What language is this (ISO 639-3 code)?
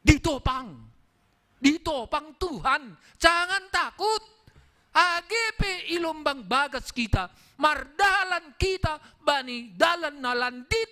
bts